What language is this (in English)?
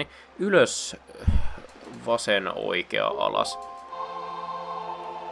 Finnish